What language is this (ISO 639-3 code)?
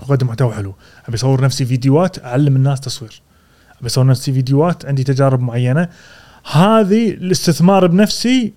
afb